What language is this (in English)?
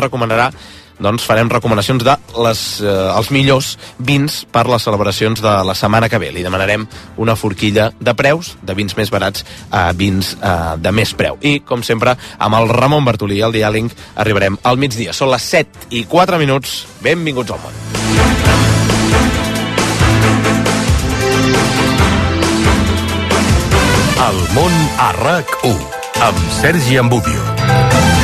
Catalan